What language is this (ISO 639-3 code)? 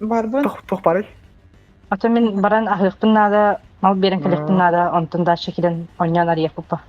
sah